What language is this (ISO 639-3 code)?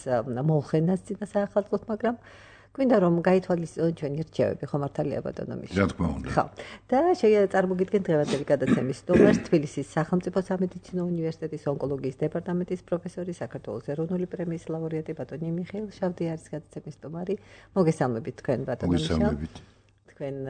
kat